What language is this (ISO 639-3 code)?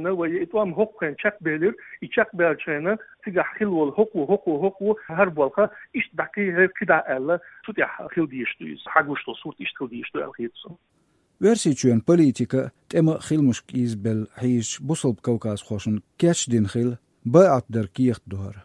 che